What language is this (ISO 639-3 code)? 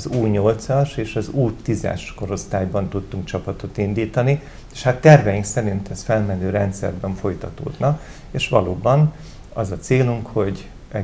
hun